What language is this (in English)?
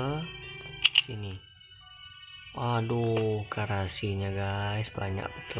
Indonesian